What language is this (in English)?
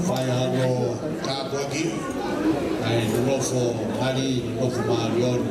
Tongan